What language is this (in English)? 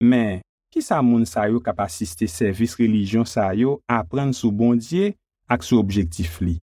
Haitian Creole